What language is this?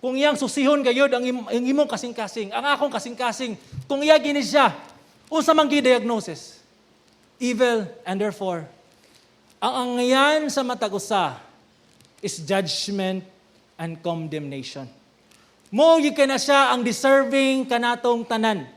Cebuano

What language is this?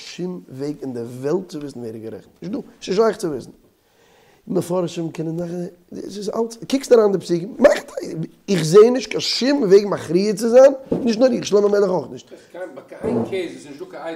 Yiddish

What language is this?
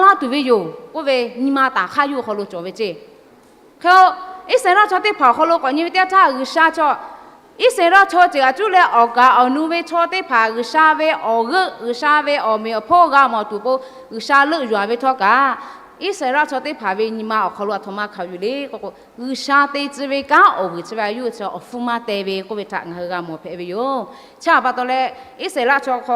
Lahu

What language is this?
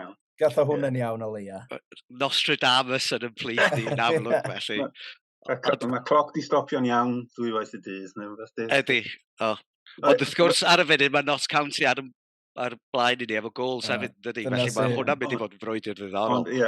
Welsh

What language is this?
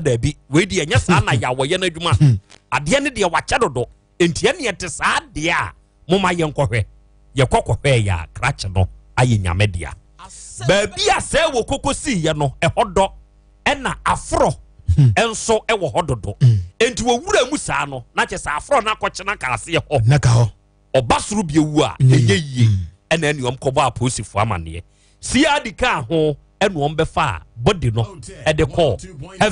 Akan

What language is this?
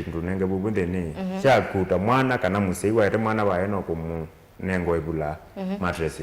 Kamba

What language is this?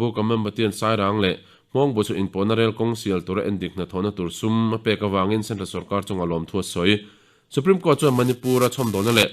Mizo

